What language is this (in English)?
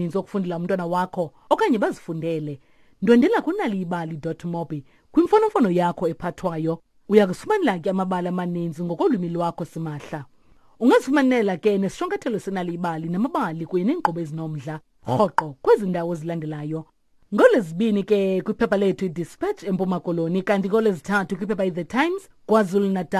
Xhosa